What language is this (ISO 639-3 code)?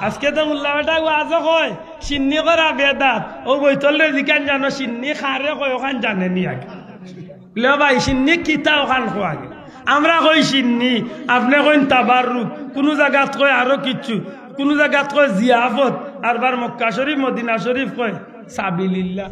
syl